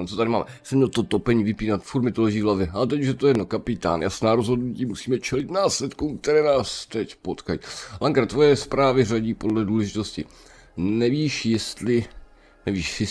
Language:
Czech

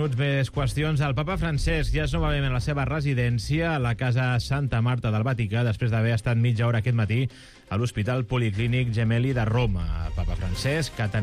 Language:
Catalan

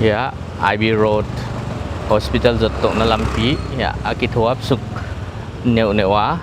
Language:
Paite Chin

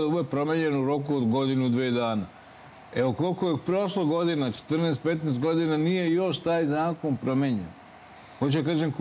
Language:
Serbian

